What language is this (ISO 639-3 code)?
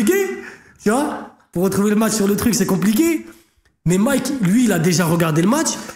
fra